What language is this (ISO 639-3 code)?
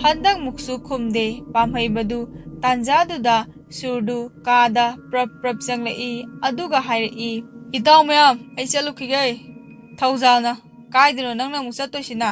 mni